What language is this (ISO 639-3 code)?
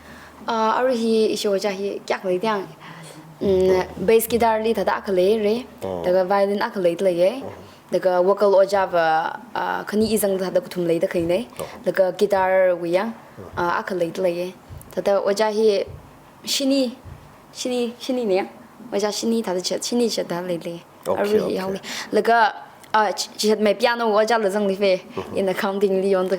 nmf